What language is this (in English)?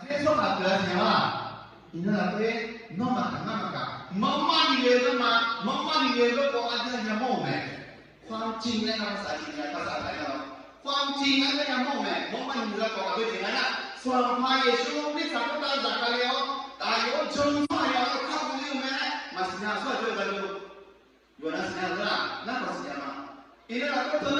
Akha